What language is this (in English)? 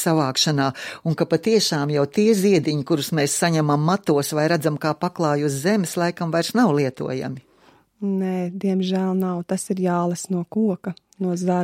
Latvian